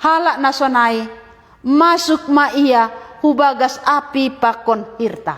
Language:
Batak Simalungun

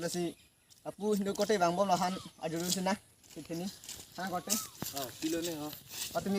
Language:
Karbi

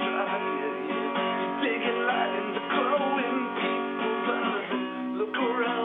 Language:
English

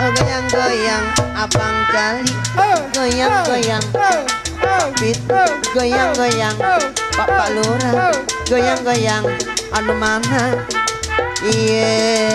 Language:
Betawi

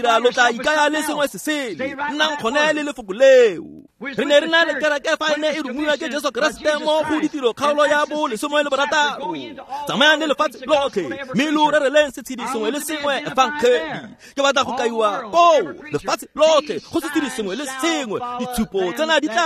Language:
Tswana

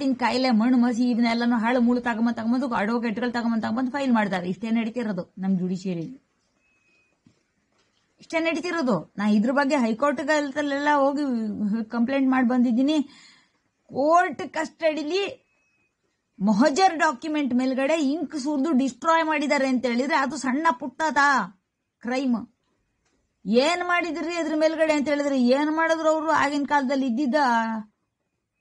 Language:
Kannada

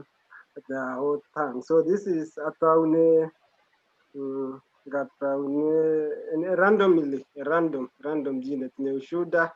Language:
Kalenjin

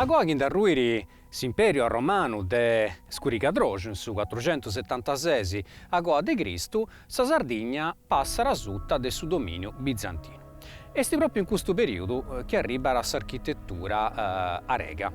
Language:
Sardinian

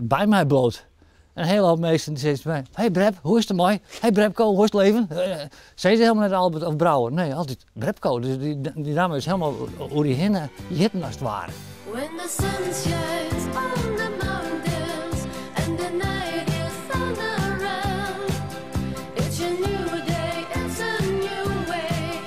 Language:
Western Frisian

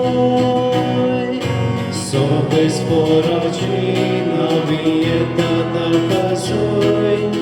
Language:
Konkani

